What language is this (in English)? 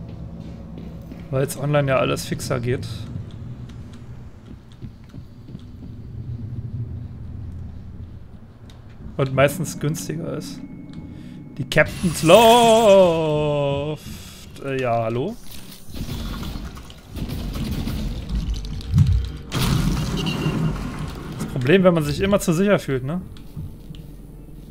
German